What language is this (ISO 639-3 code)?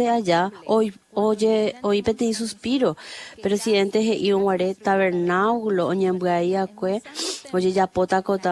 grn